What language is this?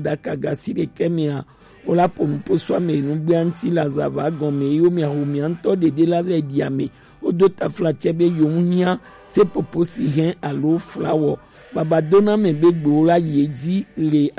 Gen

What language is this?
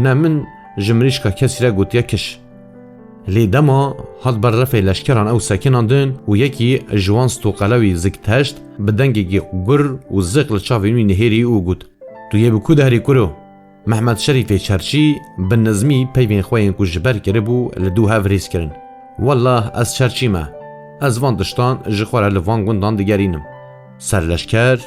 Kurdish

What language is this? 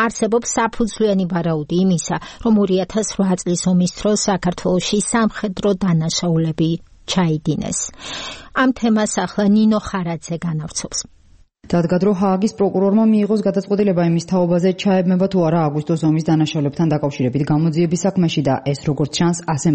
Georgian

